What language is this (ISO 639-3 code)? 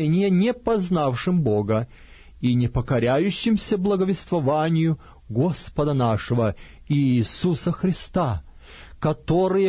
rus